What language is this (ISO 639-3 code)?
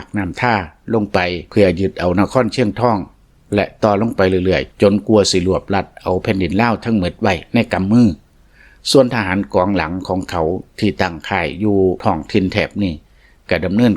lao